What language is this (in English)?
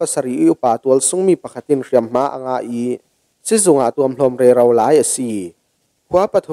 Falam Chin